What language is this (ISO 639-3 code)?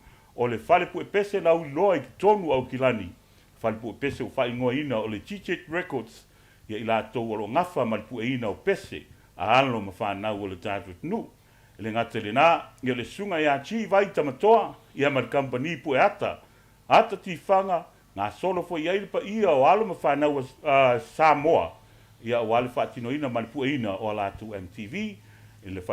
smo